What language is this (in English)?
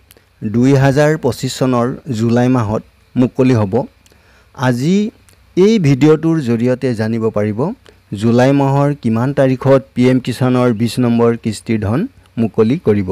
Assamese